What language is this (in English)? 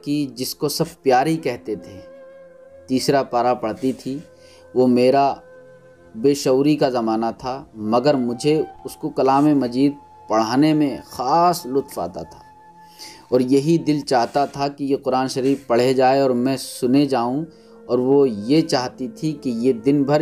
Urdu